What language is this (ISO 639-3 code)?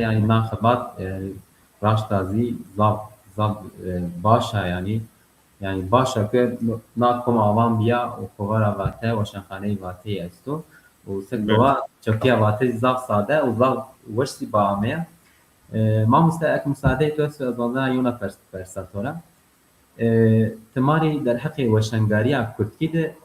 zza